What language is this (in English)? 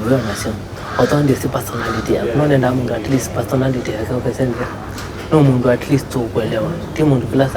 Kamba